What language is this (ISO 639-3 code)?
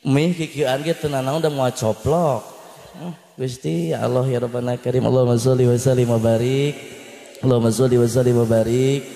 sun